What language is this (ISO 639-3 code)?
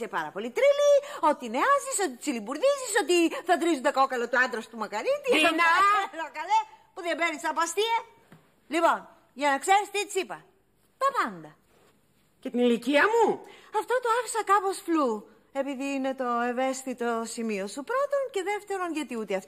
ell